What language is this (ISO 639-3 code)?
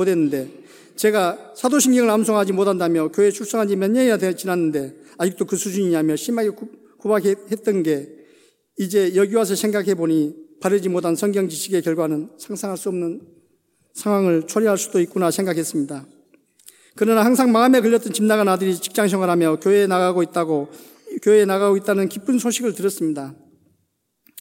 kor